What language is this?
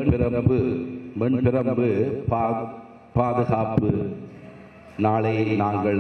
Tamil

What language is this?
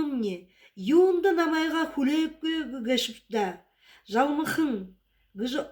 Buriat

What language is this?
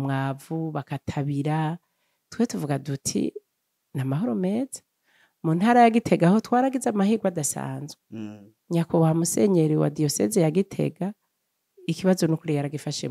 Rundi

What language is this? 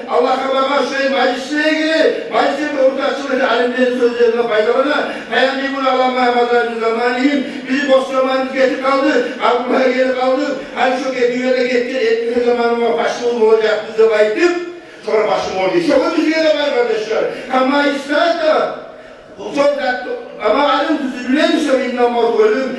Kumyk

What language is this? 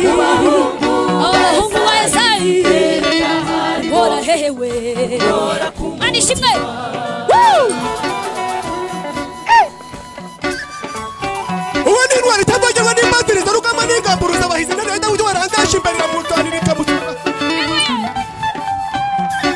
Kinyarwanda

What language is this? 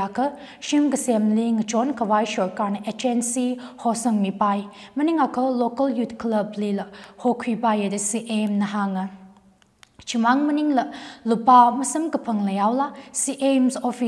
Tangkhul Naga (India)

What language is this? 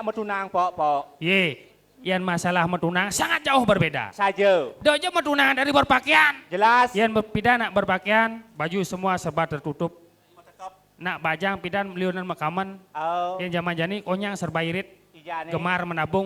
Balinese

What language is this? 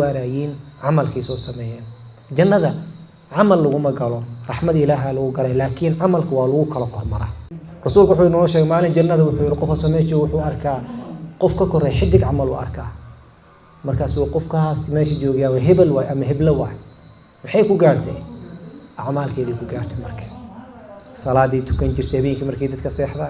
Somali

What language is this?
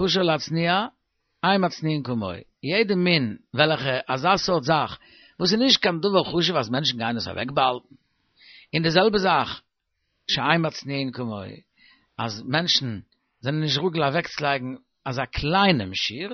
Yiddish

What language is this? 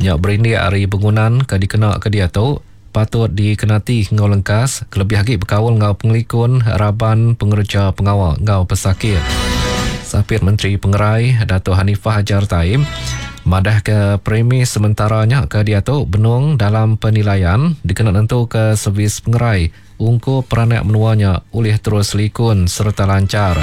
Iban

